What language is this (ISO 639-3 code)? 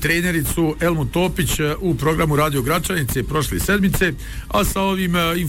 bos